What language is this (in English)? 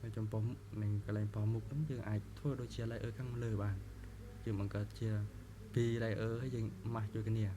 Khmer